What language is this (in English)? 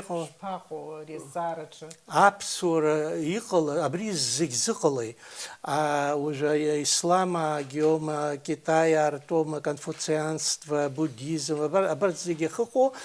Abkhazian